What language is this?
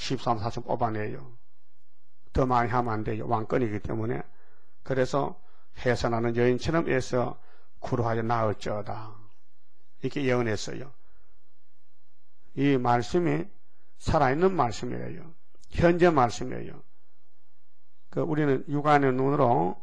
Korean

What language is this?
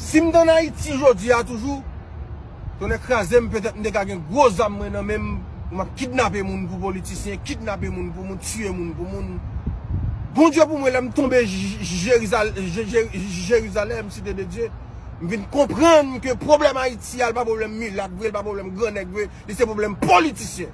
Haitian Creole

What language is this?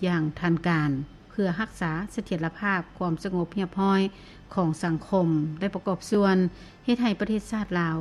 Lao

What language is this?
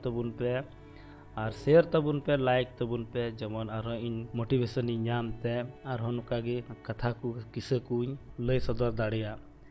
Santali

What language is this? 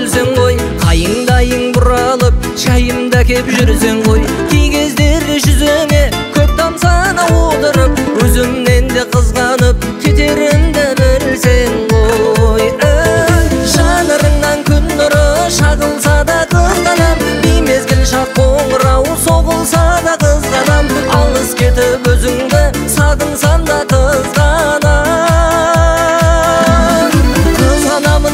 Kazakh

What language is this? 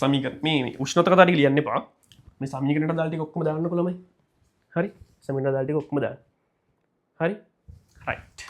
Sinhala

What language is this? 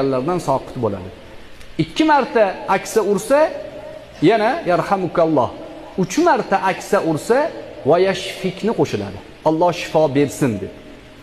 Uzbek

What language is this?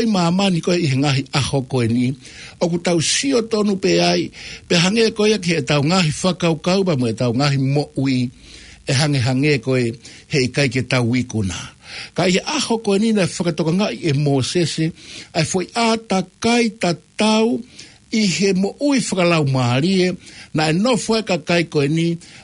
Tongan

